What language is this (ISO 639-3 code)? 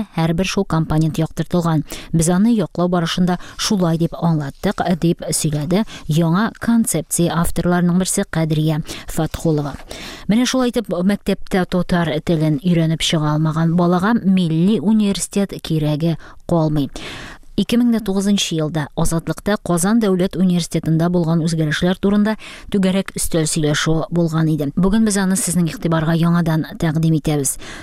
tat